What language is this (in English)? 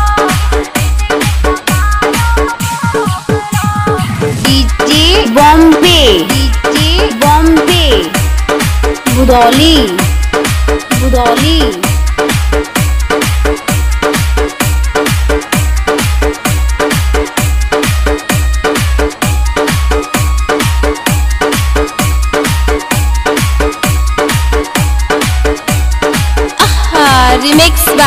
Bhojpuri